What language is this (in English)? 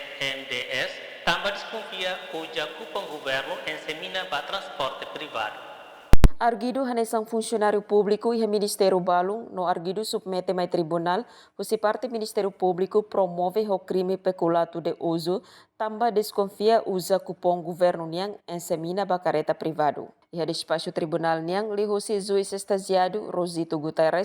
Tetum